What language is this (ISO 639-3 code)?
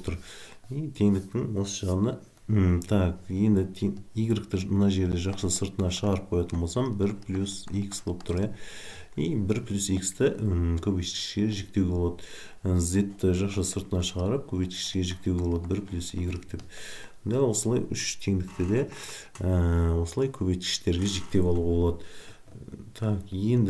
kaz